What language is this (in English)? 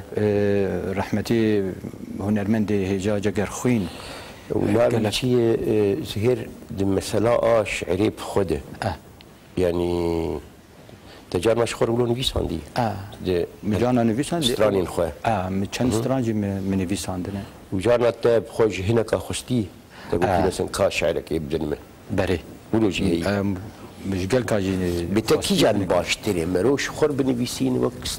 Kurdish